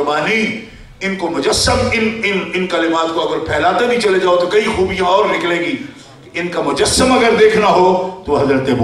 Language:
Urdu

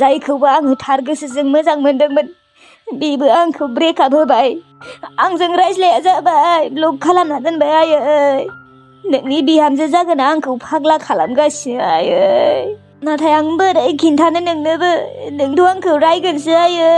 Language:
Bodo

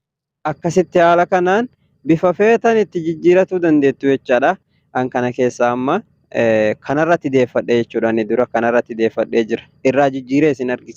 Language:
Oromo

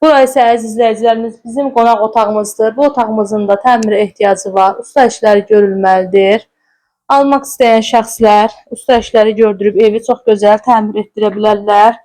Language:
Azerbaijani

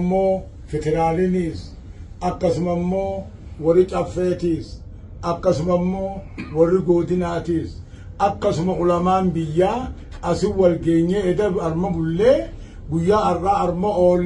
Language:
Oromo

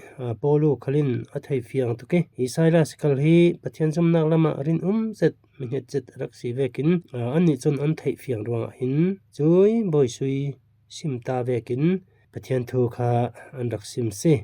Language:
Falam Chin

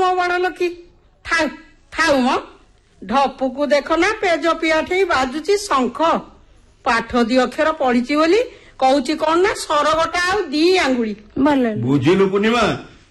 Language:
Odia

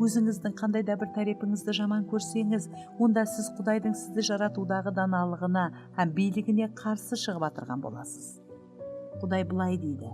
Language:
Kara-Kalpak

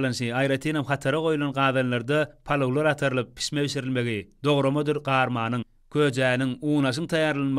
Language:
Turkmen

